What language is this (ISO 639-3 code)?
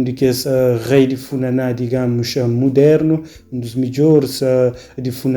kea